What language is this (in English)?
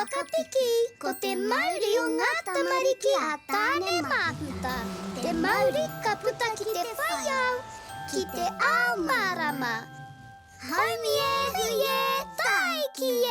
Māori